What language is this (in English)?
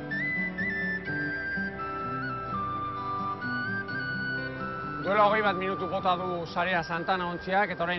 Basque